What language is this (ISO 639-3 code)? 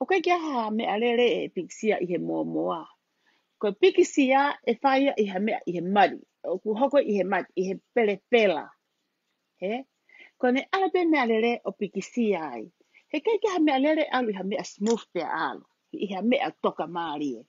ton